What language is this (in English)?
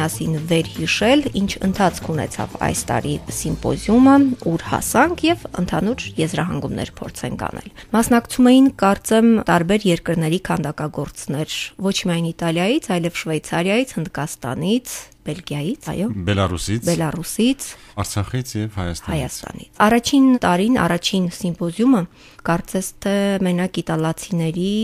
Armenian